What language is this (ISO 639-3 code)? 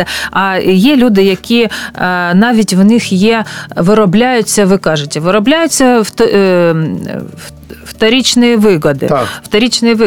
ukr